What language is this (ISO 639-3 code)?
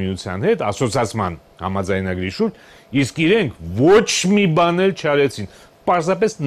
hye